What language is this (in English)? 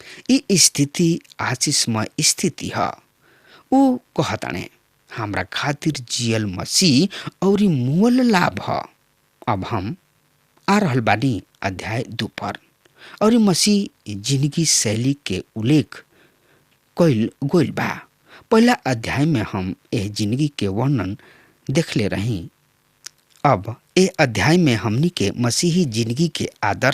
Bhojpuri